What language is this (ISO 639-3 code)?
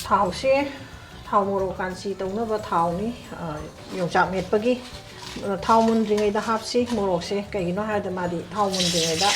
mni